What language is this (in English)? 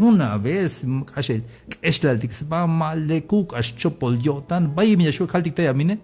Tzeltal